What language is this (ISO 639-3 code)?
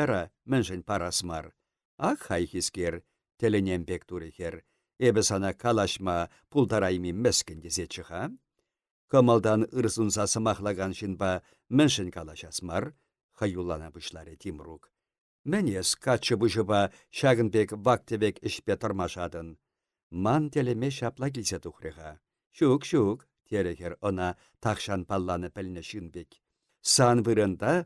chv